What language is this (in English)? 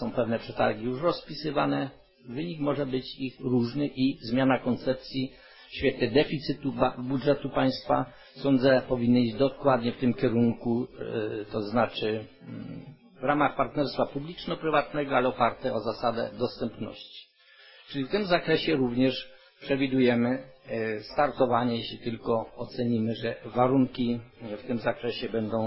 Polish